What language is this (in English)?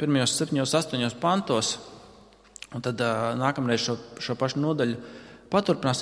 Latvian